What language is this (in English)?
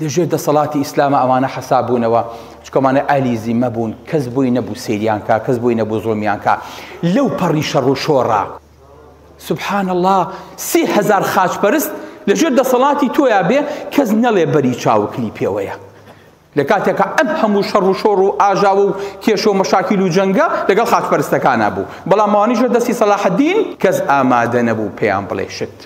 Central Kurdish